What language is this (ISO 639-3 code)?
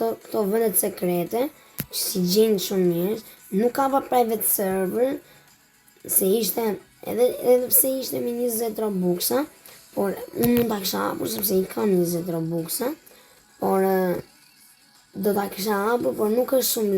sqi